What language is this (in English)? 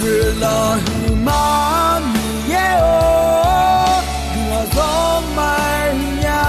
Akha